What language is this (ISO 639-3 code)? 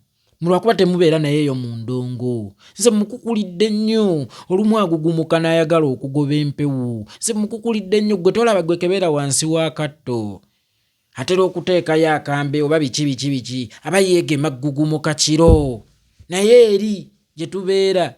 lug